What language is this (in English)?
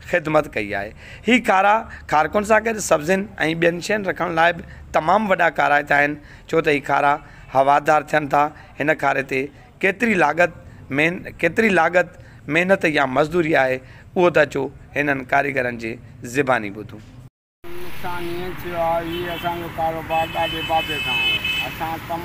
Sindhi